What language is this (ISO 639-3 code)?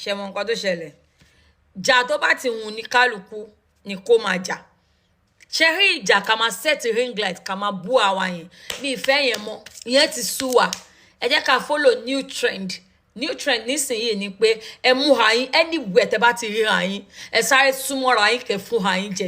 yor